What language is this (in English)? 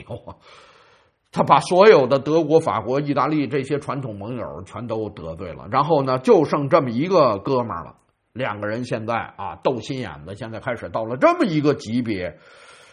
Chinese